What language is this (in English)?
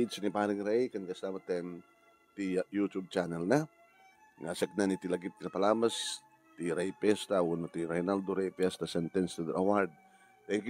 Iloko